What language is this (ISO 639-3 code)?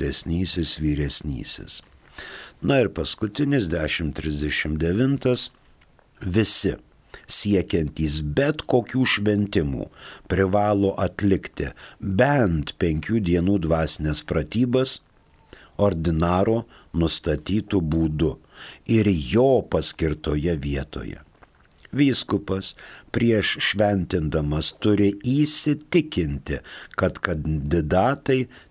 lit